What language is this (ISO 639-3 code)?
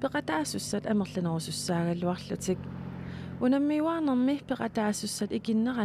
kal